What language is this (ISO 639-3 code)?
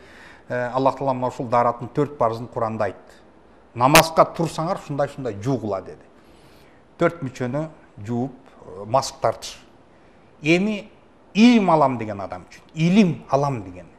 kir